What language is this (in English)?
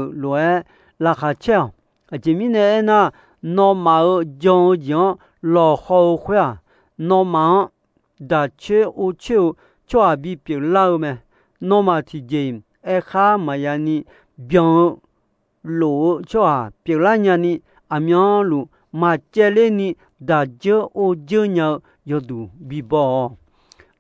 Akha